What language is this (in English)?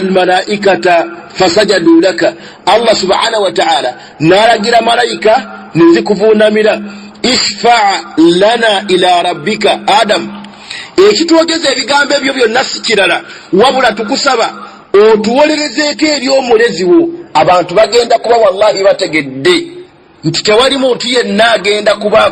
Ganda